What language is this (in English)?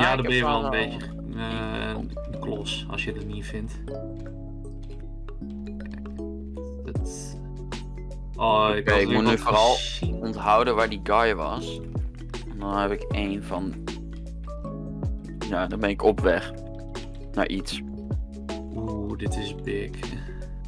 Dutch